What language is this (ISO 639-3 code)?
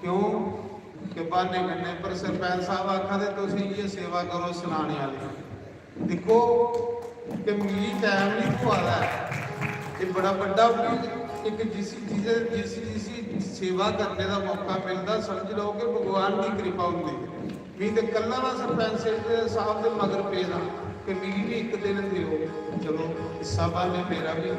doi